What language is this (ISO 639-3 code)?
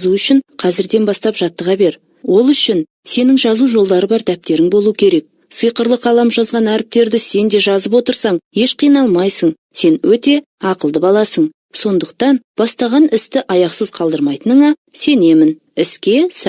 kaz